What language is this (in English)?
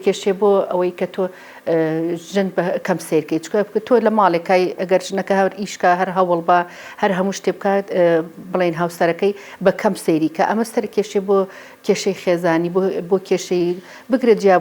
Central Kurdish